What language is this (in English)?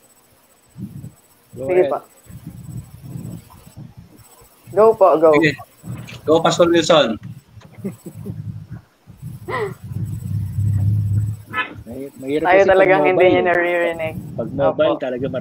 Filipino